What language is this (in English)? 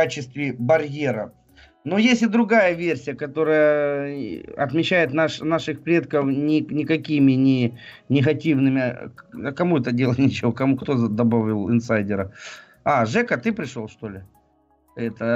Russian